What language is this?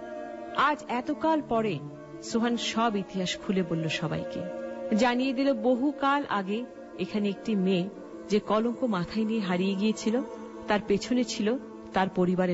Bangla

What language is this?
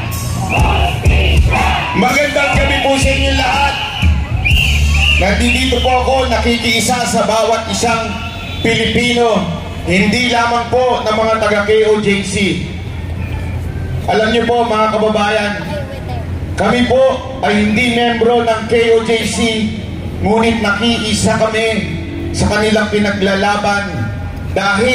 Filipino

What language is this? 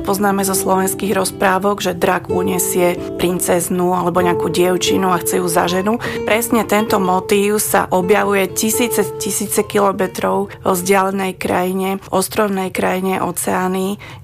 Slovak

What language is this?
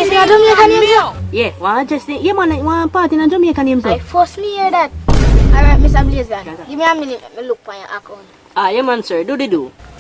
Jamaican Creole English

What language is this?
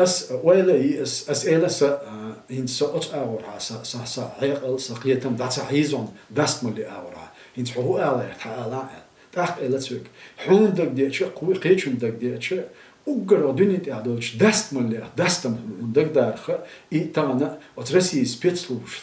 Chechen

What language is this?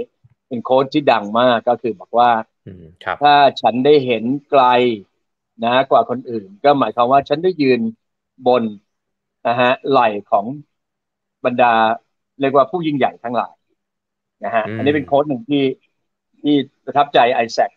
Thai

